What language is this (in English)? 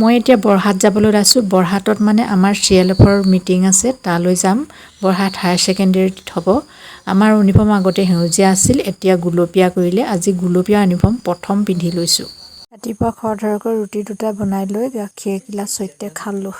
Assamese